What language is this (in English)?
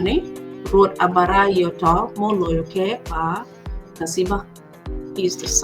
Acoli